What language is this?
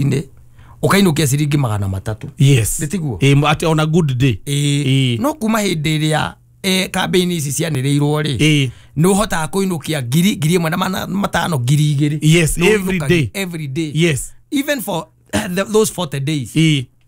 Kikuyu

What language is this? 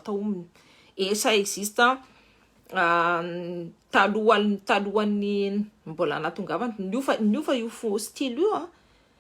Malagasy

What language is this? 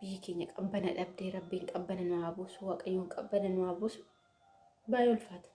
Oromo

